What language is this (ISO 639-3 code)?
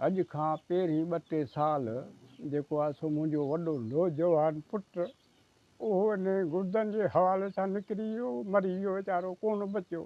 snd